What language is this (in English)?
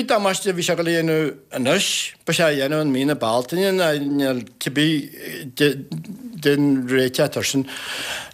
Irish